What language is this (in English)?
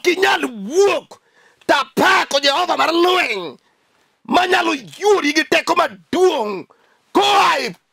Luo (Kenya and Tanzania)